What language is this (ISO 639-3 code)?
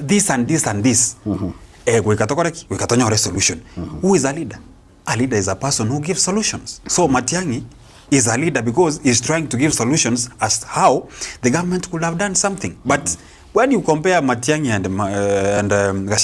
guz